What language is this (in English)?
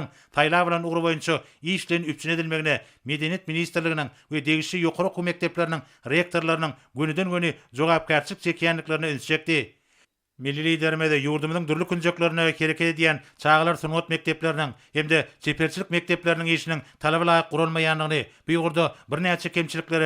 Turkmen